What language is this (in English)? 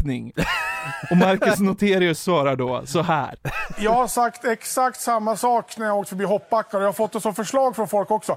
Swedish